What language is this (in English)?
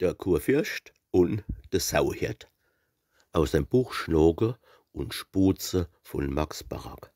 Palatine German